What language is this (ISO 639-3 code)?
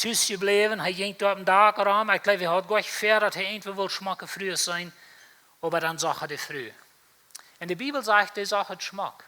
pdt